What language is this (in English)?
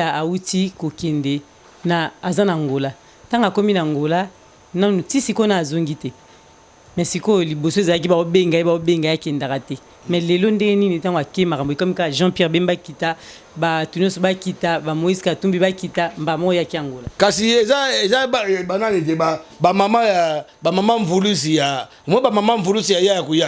Lingala